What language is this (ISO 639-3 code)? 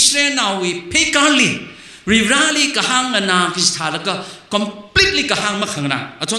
nmf